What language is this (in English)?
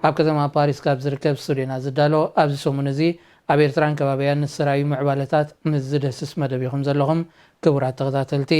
Tigrinya